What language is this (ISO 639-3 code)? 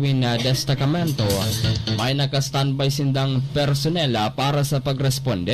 bik